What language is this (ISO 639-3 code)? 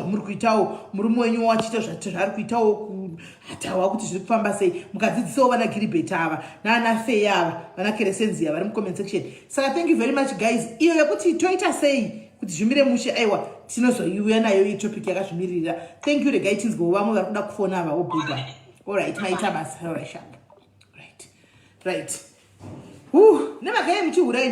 sna